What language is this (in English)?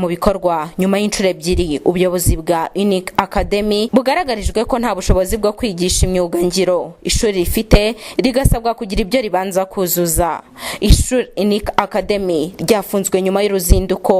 Kinyarwanda